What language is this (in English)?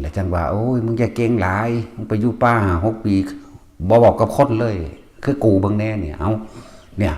Northeastern Thai